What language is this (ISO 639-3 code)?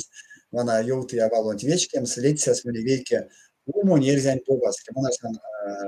myv